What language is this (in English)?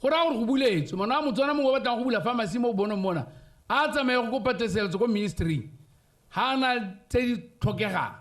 Tswana